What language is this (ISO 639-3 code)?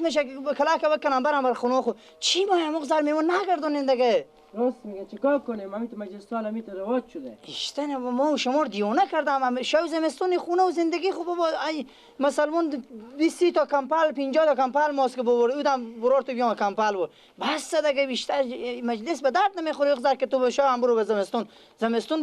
fas